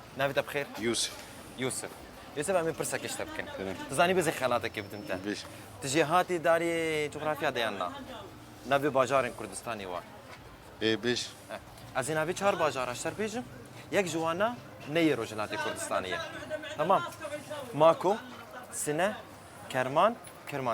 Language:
Kurdish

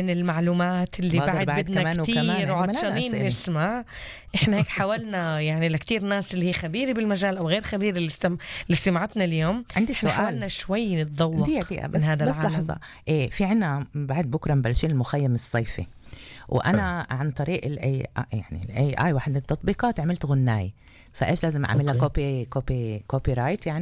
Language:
North Levantine Arabic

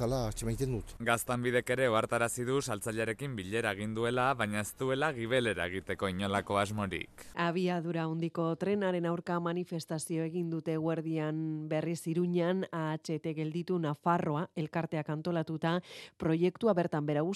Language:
Basque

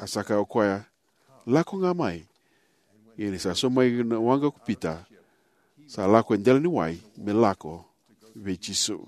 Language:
Fijian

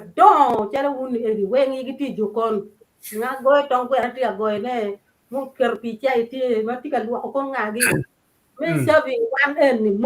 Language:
Acoli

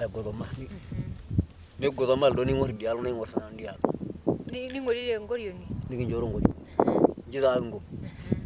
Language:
Masai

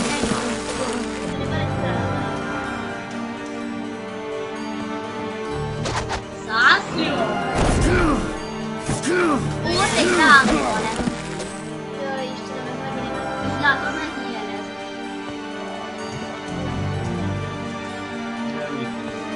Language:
Hungarian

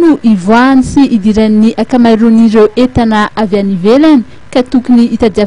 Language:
Malagasy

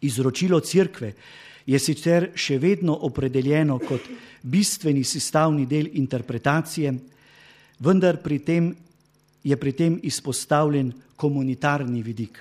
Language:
Slovenian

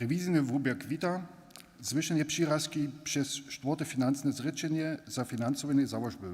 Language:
Upper Sorbian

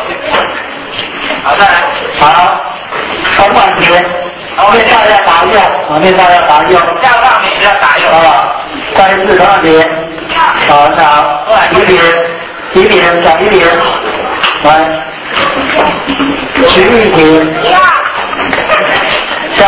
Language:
Chinese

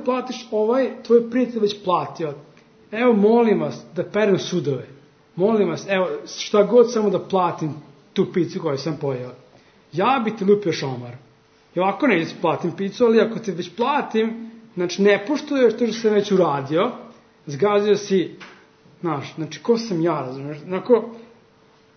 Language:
Serbian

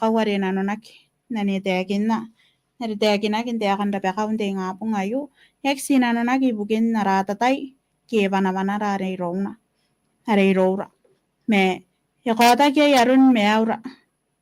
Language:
Gilbertese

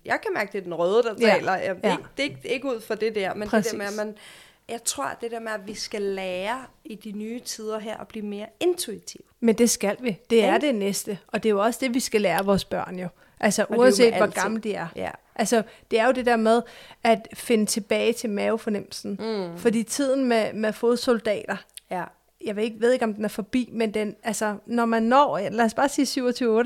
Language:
Danish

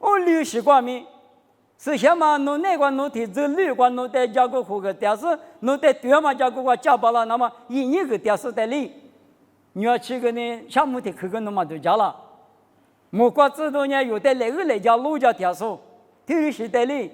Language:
Lisu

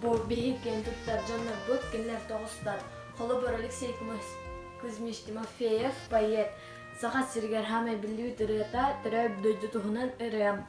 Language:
Yakut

